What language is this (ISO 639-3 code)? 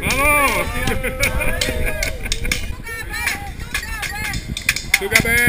bar